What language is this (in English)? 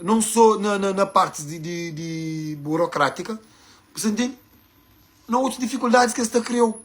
Kabuverdianu